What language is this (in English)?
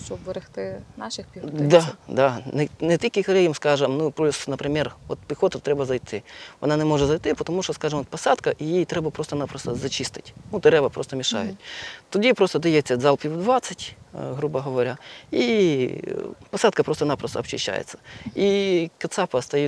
Ukrainian